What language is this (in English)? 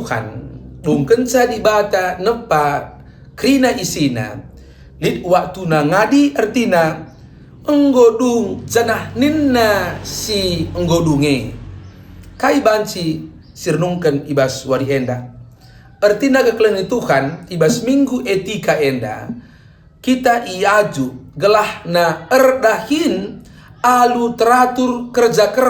Batak Karo